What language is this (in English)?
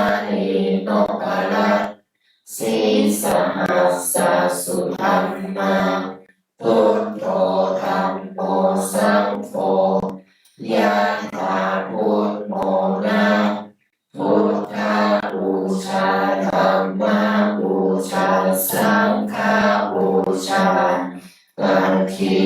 Pali